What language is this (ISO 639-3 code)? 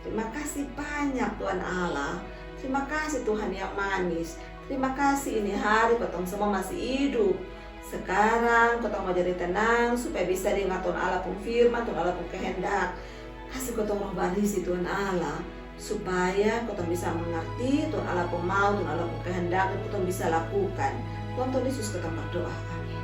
mkn